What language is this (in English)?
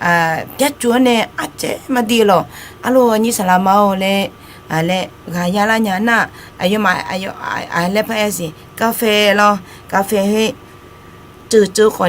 Akha